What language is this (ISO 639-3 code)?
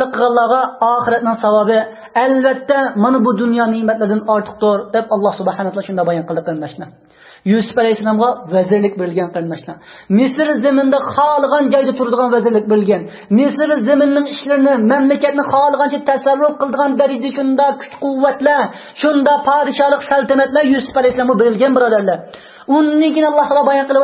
uig